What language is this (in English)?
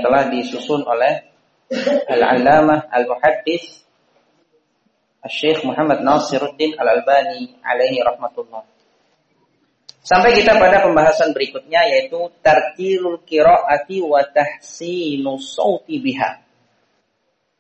Indonesian